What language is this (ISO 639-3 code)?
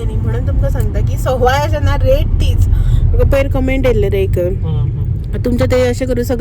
kok